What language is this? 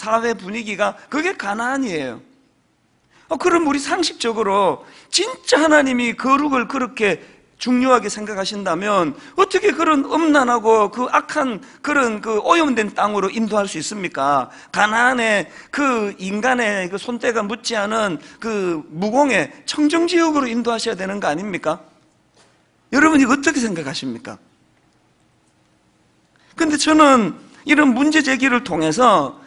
Korean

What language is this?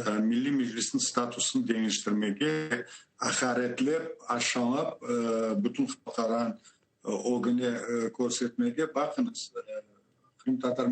Crimean Tatar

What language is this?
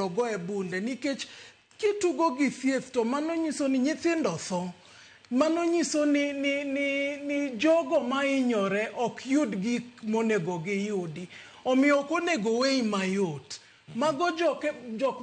Luo (Kenya and Tanzania)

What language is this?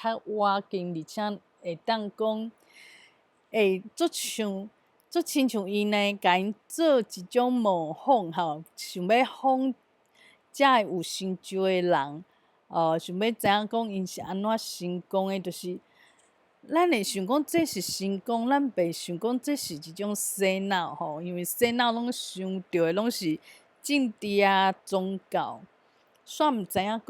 Min Nan Chinese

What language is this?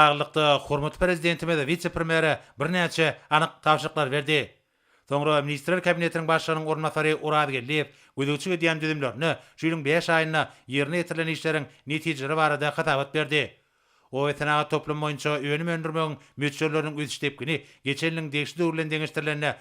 Turkmen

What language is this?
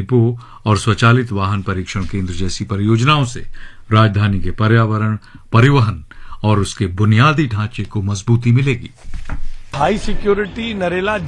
Hindi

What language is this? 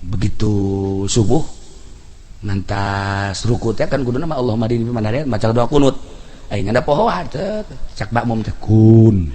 Sundanese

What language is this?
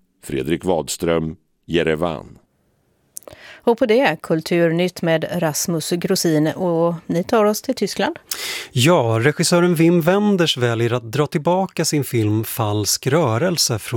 Swedish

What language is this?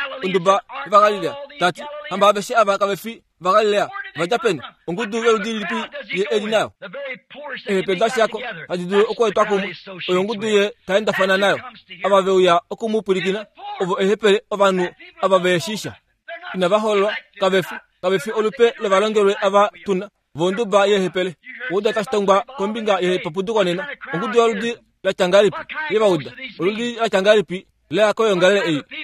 Kuanyama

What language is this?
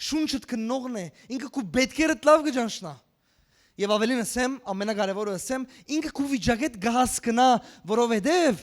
Western Armenian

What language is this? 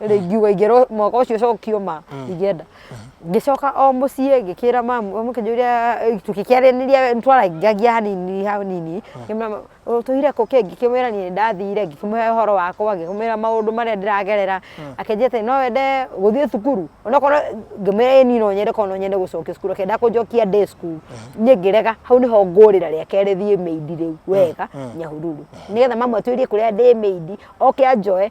Kikuyu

